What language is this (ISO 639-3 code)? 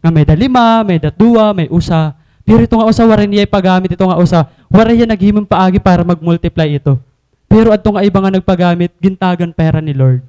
war